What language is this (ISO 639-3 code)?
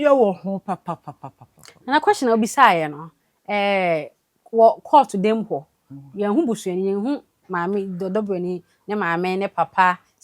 aka